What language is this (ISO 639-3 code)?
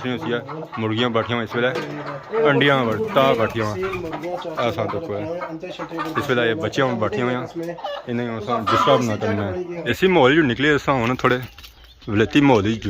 phr